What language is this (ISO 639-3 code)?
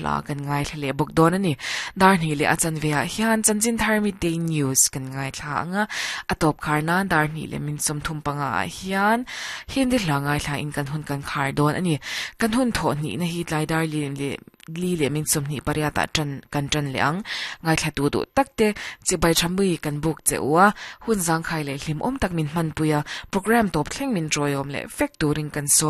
lus